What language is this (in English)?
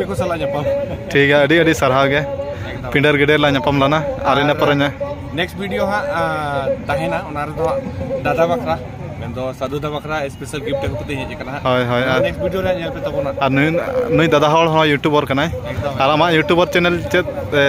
Santali